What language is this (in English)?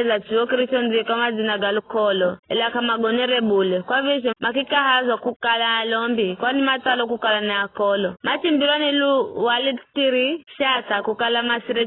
Giryama